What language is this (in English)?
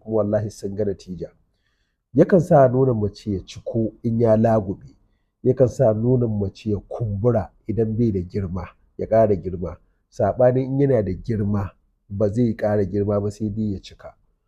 Hausa